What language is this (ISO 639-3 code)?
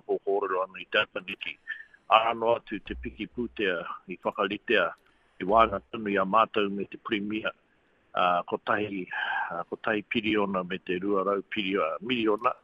mri